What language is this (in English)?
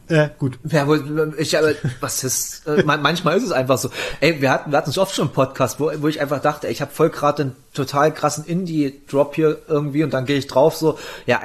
German